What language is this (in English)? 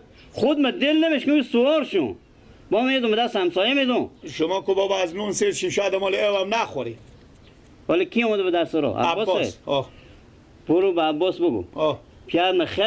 Persian